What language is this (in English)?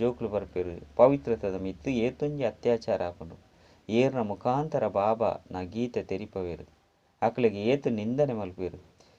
Tulu